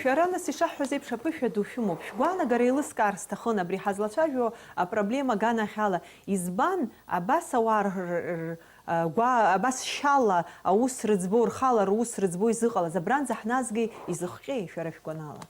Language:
Abkhazian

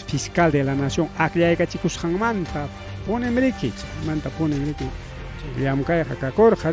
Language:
Ayacucho Quechua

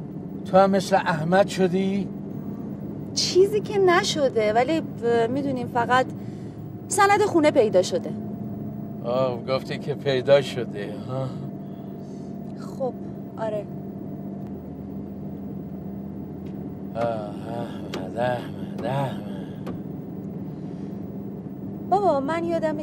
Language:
Persian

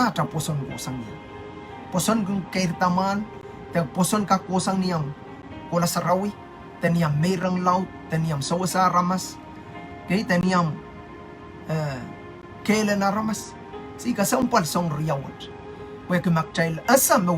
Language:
Pohnpeian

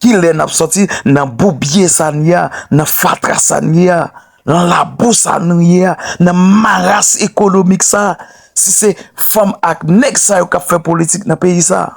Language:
Haitian Creole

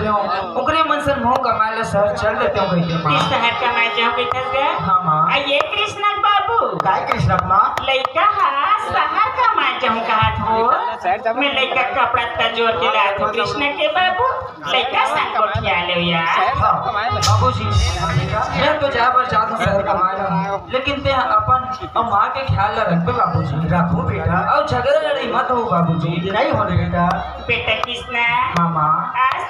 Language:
Chhattisgarhi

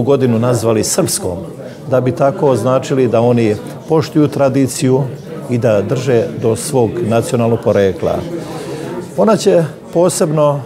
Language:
Serbian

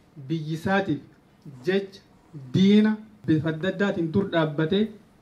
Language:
Oromo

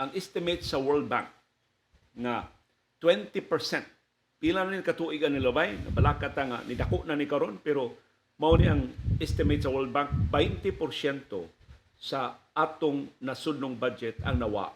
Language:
Cebuano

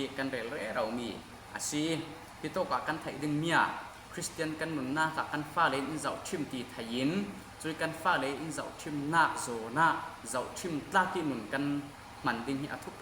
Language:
Falam Chin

